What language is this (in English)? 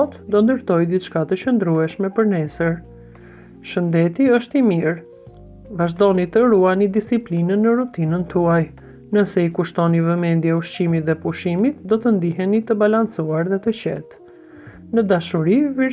Albanian